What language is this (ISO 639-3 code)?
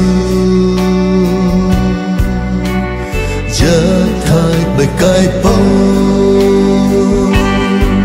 vie